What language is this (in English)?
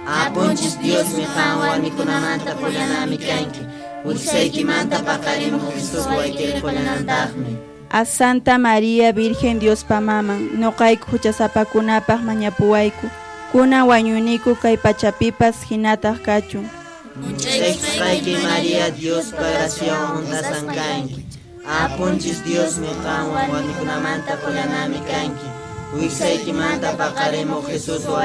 Quechua